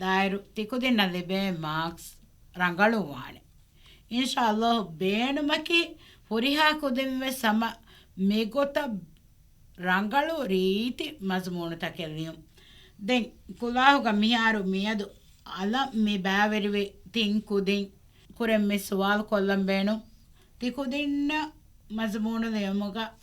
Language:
Divehi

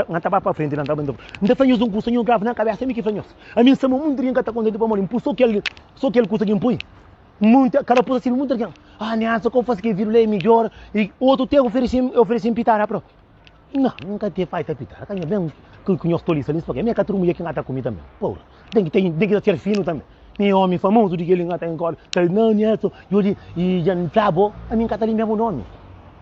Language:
Kabuverdianu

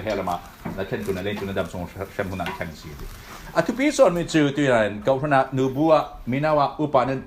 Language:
Falam Chin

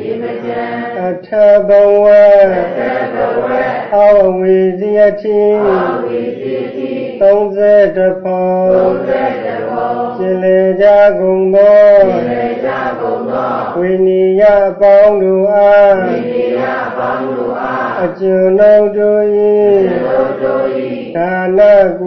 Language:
Burmese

